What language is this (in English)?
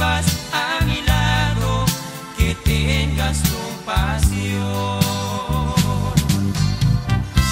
Spanish